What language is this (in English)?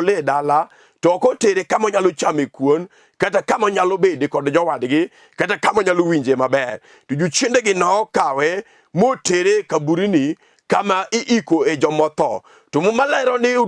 Luo (Kenya and Tanzania)